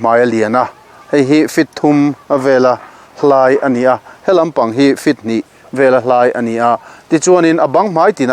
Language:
Mizo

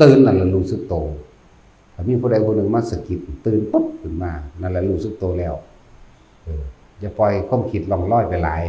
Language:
Northeastern Thai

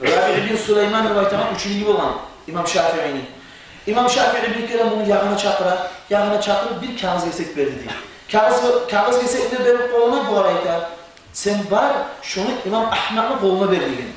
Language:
Kumyk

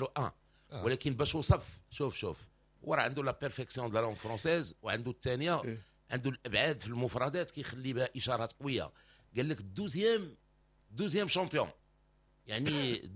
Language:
Moroccan Arabic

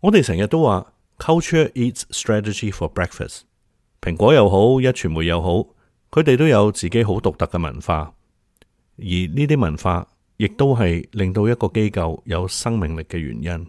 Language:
Cantonese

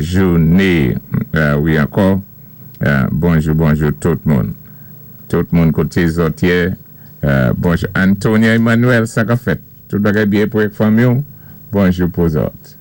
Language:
Saint Lucian Creole French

